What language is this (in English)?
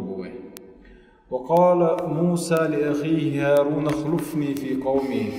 Chechen